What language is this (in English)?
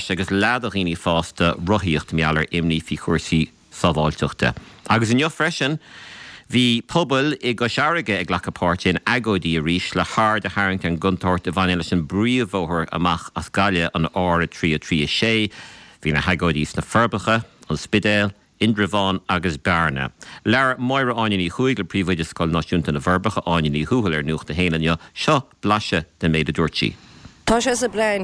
Irish